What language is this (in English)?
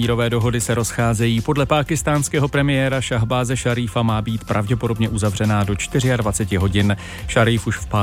Czech